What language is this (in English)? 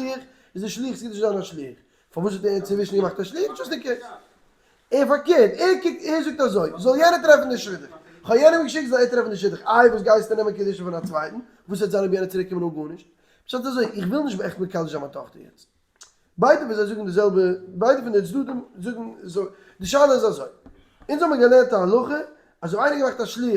Yiddish